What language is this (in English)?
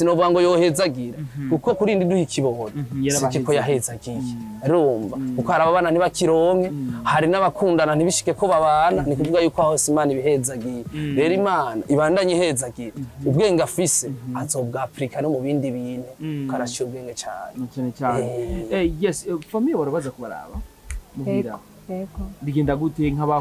Rundi